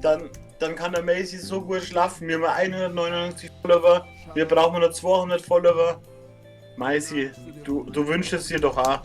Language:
Bavarian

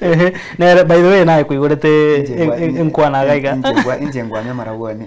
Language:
Gusii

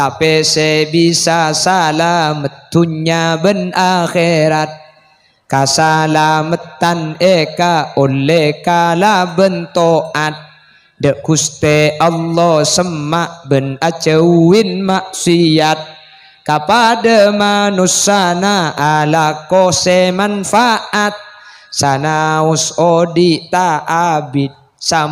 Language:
Madurese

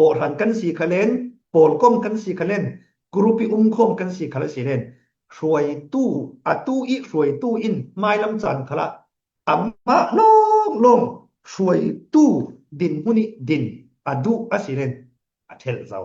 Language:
Falam Chin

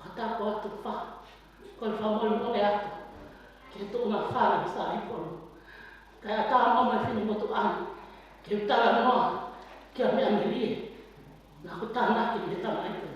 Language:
Tongan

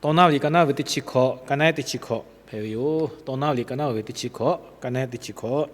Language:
Lahu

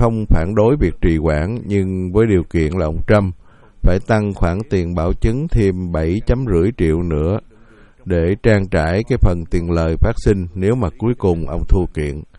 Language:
Vietnamese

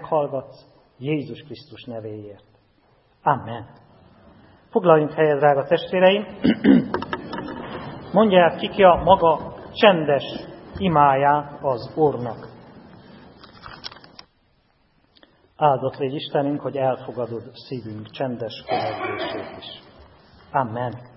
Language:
Hungarian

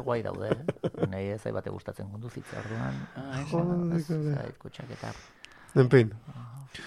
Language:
Basque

